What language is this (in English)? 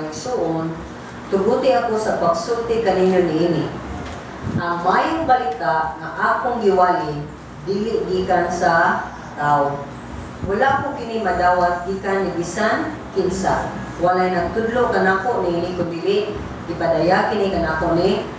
Cebuano